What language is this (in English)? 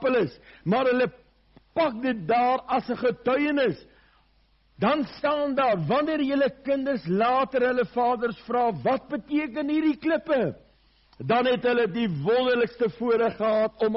Afrikaans